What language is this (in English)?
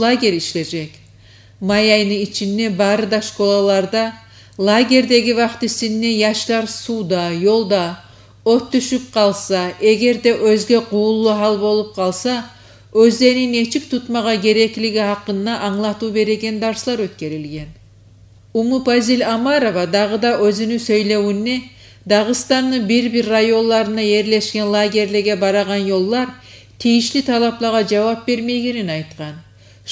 Kumyk